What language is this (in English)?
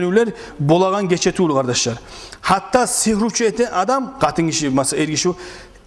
Kumyk